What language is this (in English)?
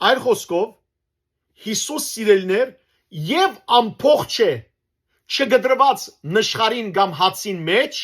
Western Armenian